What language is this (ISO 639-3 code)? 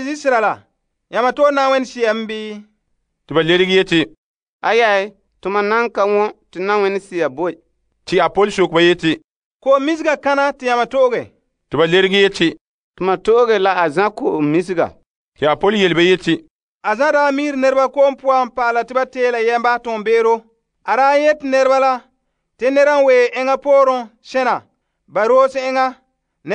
gur